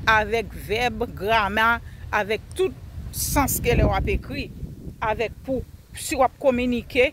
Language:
Haitian Creole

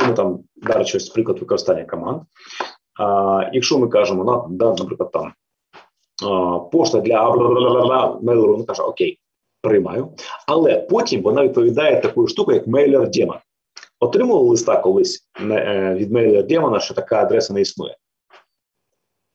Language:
Ukrainian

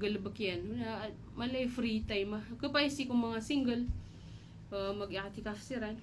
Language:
Maranao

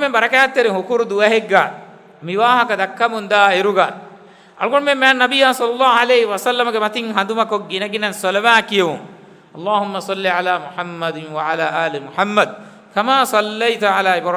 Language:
Divehi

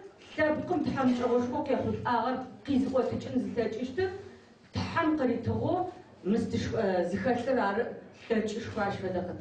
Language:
Adyghe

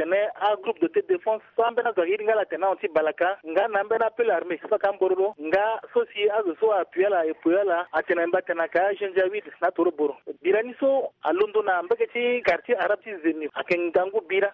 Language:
Sango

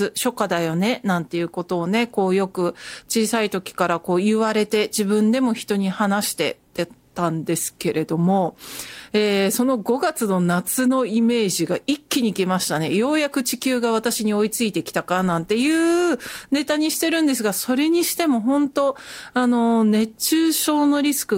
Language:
Japanese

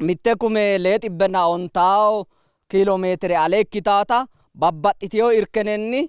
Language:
Sidamo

